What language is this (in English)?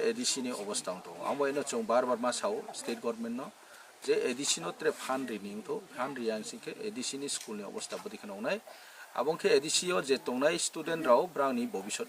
Kok Borok